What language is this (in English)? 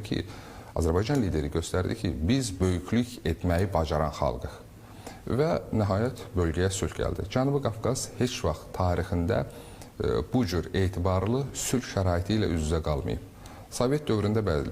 Azerbaijani